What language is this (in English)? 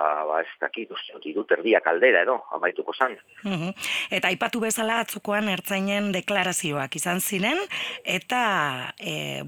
Basque